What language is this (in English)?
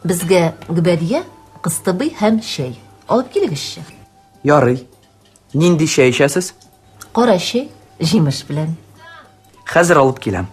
Tatar